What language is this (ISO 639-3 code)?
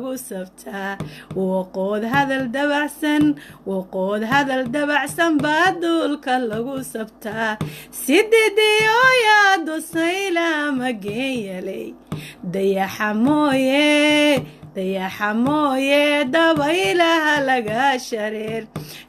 som